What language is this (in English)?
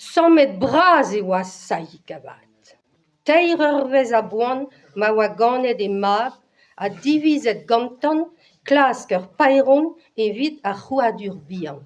Breton